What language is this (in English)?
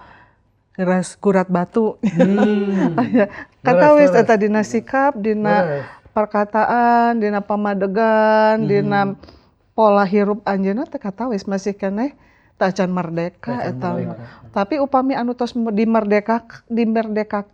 Sundanese